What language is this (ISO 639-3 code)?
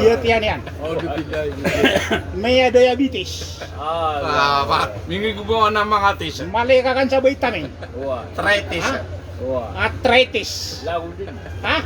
mrw